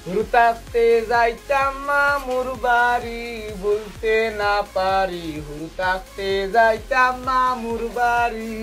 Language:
Sylheti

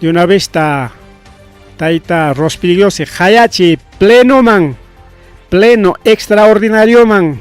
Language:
Ayacucho Quechua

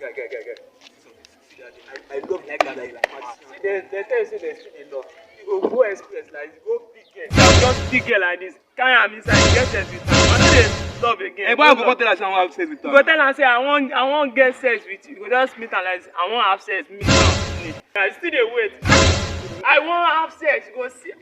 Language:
Nigerian Pidgin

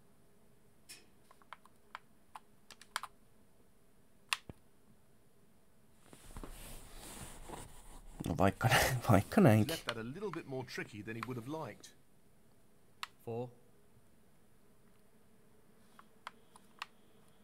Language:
Finnish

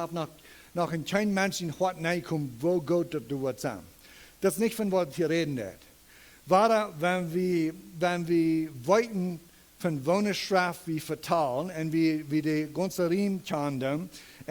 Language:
Plautdietsch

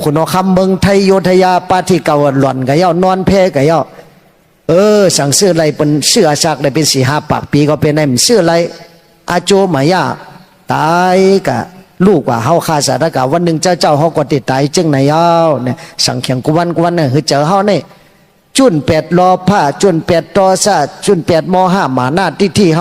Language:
Shan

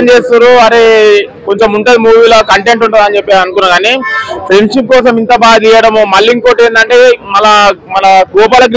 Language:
Telugu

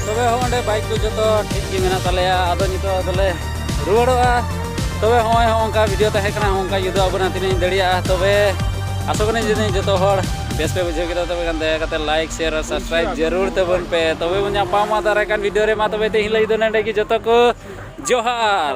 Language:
Santali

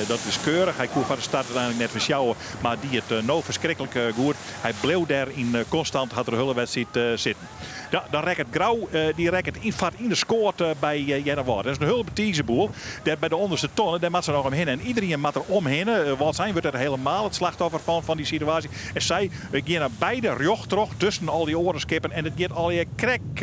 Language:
Western Frisian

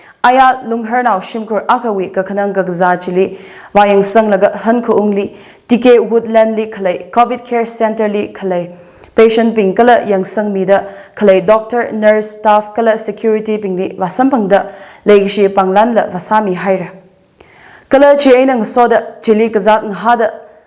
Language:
Tangkhul Naga (India)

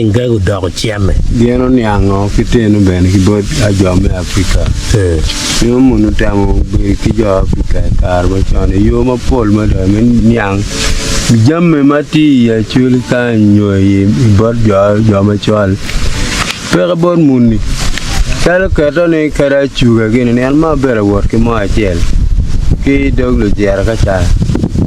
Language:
Acoli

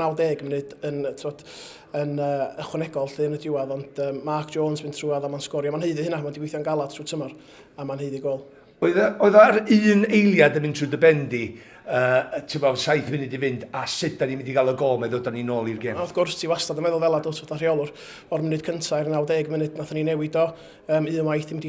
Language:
Welsh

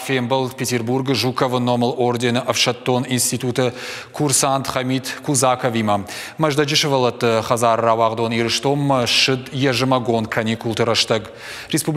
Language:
Ossetic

